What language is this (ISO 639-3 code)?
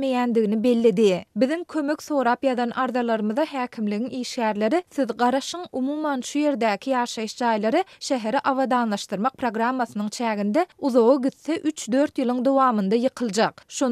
tuk